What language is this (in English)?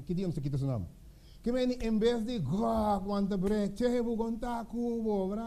Papiamento